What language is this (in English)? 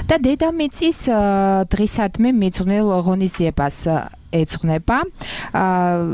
Georgian